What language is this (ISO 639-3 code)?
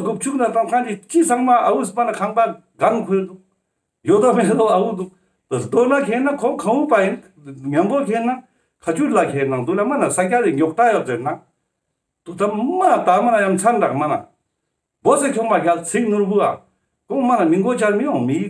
lbj